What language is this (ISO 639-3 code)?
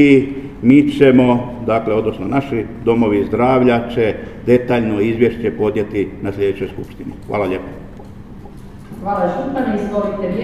hrv